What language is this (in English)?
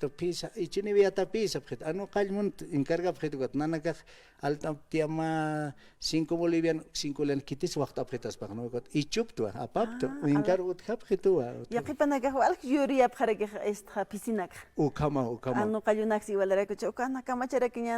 Aymara